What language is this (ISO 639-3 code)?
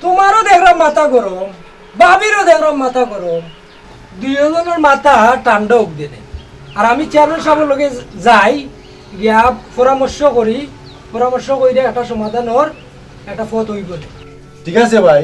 syl